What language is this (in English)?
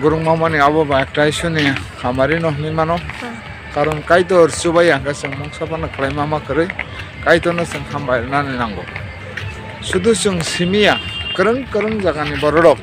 Kok Borok